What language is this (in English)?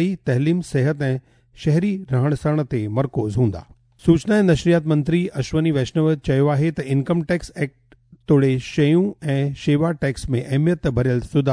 Sindhi